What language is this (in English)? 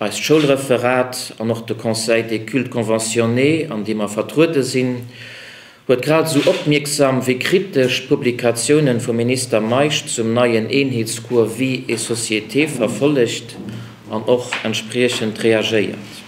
Luxembourgish